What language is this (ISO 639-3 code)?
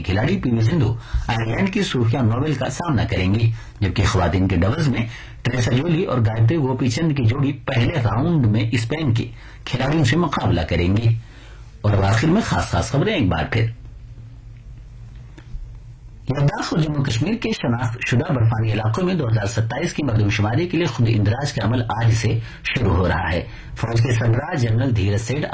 urd